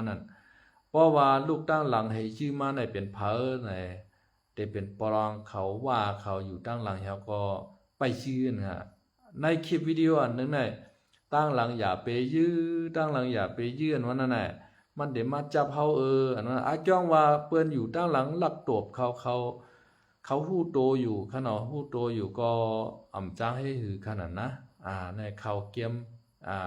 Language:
Shan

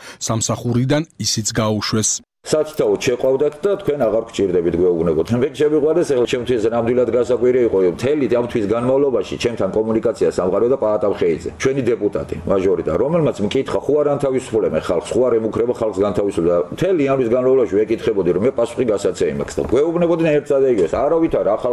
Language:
Georgian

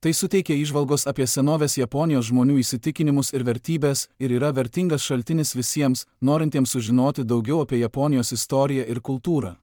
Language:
Lithuanian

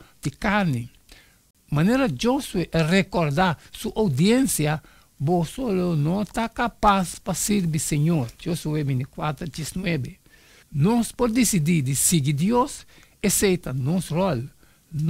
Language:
Papiamento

